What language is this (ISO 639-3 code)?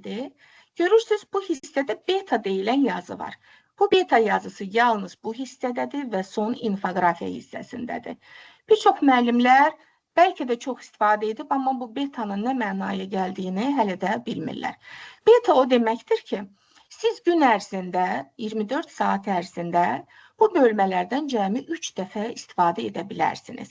aze